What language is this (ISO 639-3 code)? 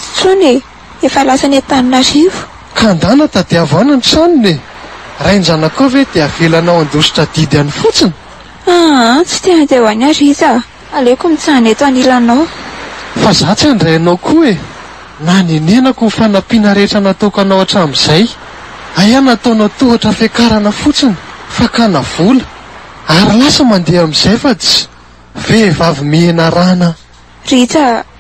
mlg